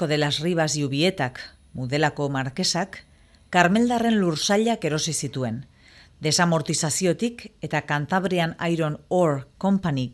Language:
Basque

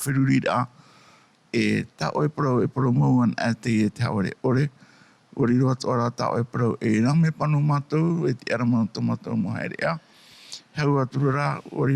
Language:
Tahitian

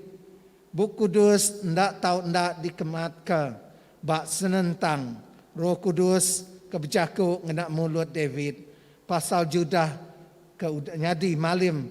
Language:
Iban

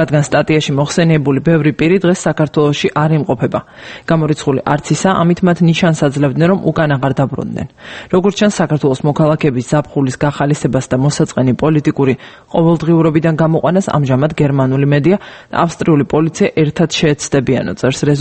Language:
Georgian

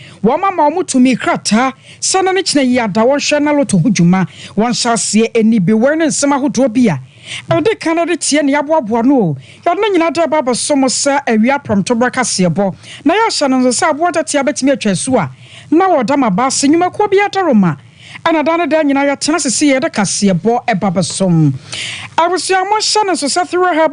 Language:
Akan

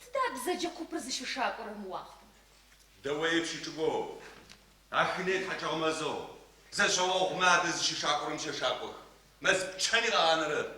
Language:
Adyghe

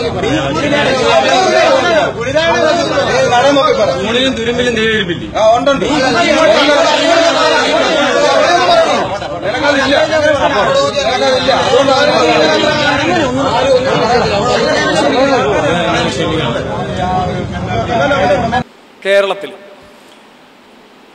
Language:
Malayalam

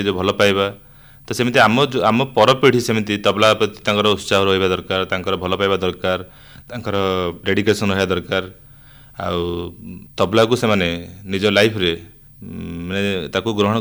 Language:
Odia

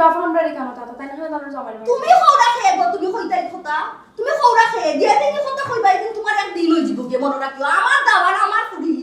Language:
Sylheti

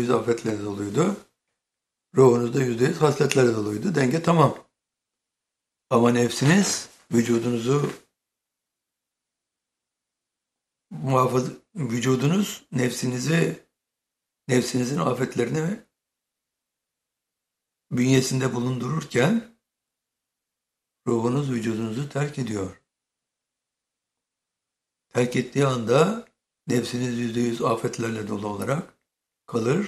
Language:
Turkish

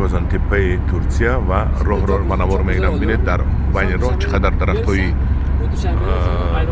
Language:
Tajik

